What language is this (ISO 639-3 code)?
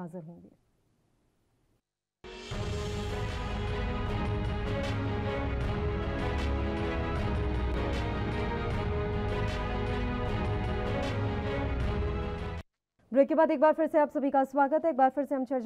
hin